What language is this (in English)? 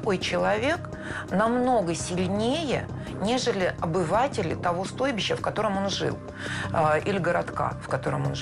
Russian